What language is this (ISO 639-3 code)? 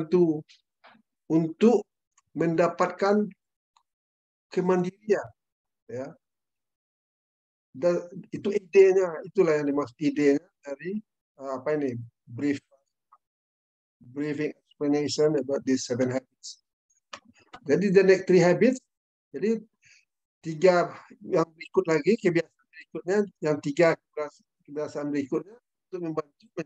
ind